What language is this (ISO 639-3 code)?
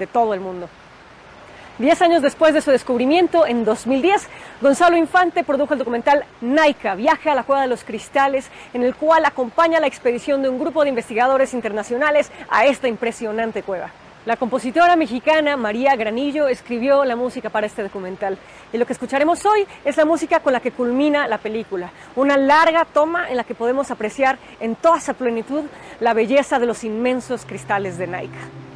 spa